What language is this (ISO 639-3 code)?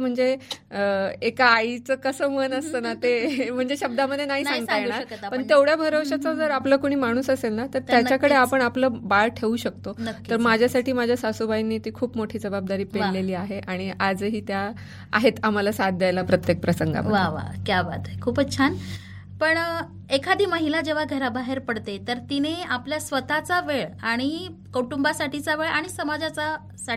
mar